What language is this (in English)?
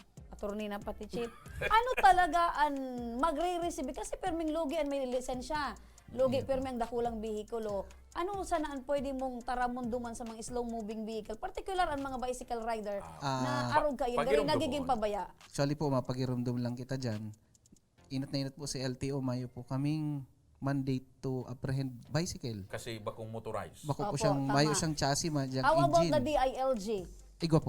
Bikol